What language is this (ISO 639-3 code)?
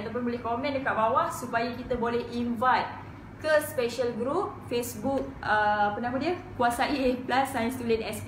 msa